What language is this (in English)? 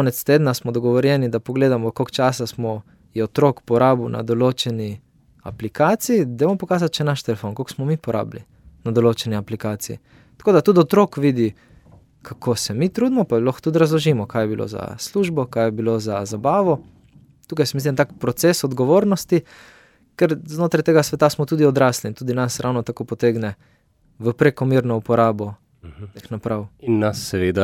Slovenian